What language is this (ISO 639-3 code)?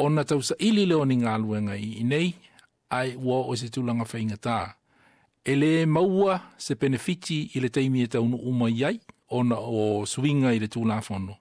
smo